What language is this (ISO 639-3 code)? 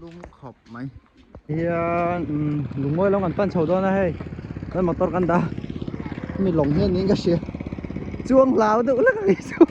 lus